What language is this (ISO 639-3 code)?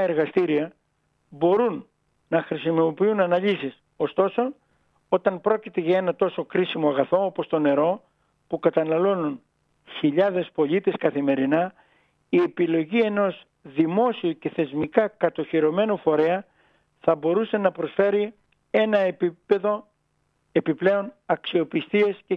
ell